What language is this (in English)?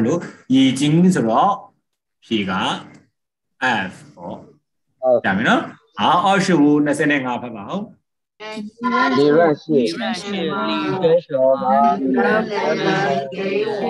Burmese